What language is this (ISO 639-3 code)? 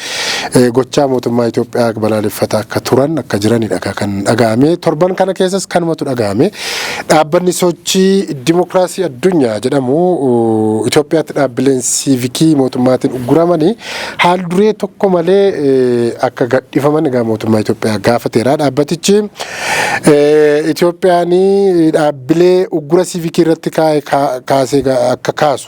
orm